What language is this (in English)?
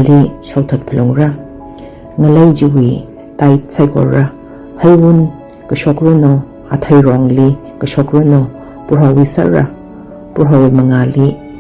Tangkhul Naga (India)